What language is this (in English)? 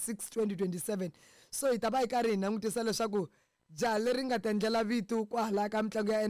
Tsonga